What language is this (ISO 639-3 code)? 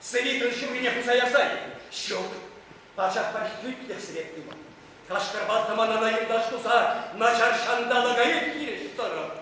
chv